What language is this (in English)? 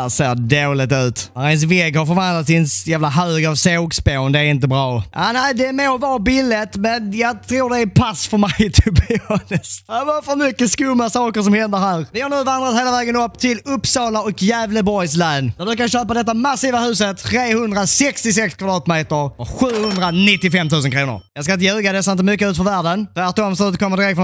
Swedish